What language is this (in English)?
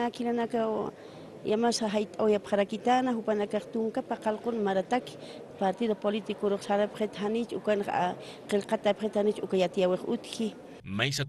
Aymara